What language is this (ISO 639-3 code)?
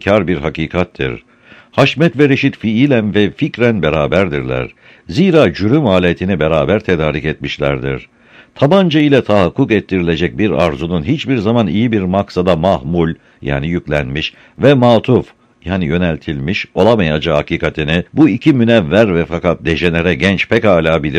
tur